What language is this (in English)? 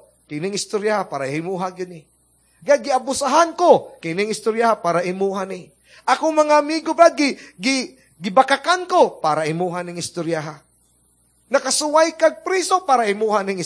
Cebuano